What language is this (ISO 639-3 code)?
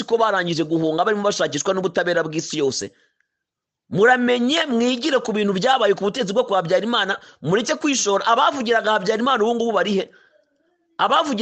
kin